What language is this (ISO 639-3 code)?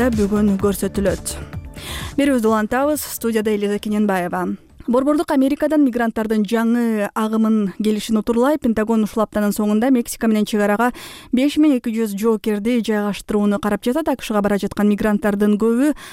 kir